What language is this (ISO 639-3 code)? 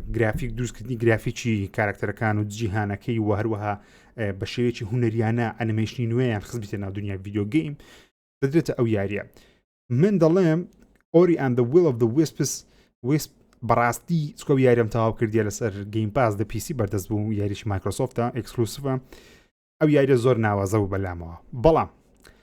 ckb